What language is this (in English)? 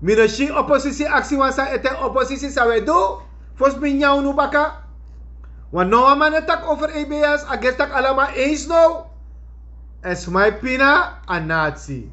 Sranan Tongo